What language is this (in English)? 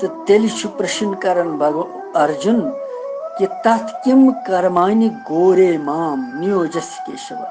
Kashmiri